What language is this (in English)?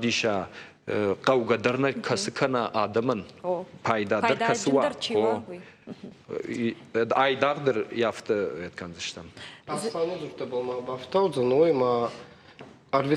Ossetic